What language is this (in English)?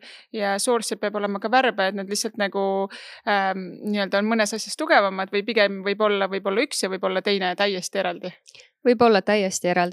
Estonian